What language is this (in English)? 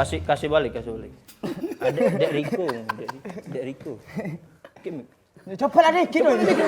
Musi